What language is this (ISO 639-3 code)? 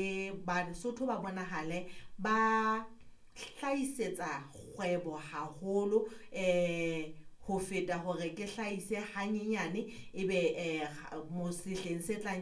sot